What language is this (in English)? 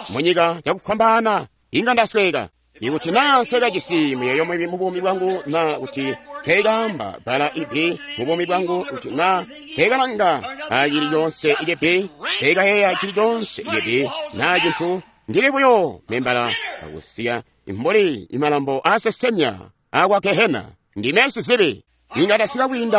Tonga (Zambia)